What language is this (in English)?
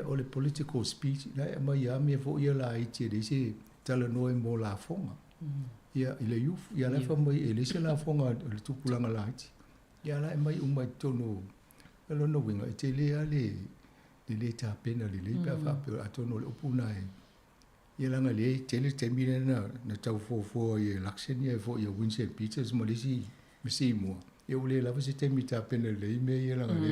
Samoan